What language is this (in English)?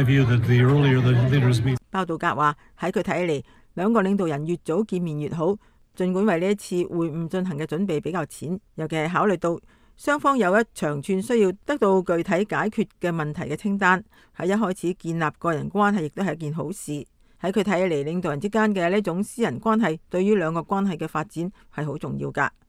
Cantonese